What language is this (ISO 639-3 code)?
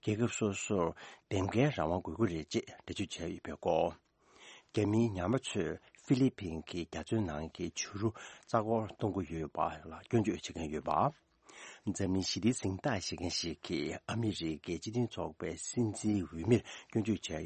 bod